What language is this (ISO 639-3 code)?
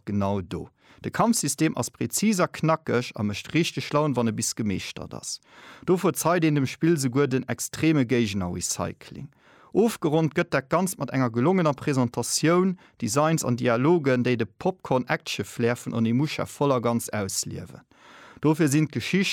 ltz